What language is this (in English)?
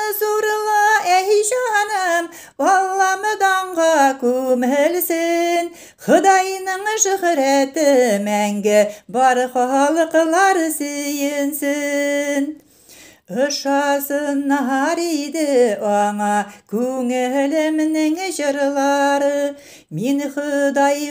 Tatar